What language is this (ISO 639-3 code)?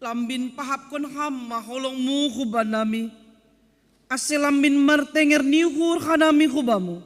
bts